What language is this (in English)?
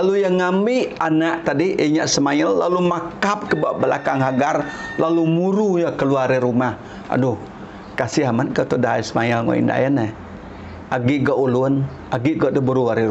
Iban